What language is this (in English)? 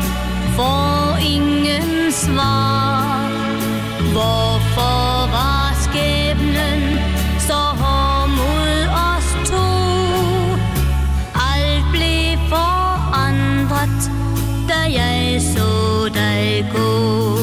Danish